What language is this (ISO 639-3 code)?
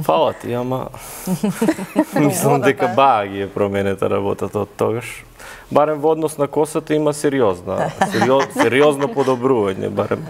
mkd